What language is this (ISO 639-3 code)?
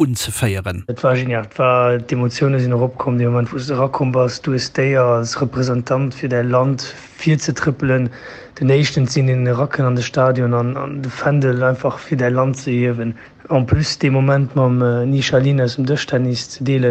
ltz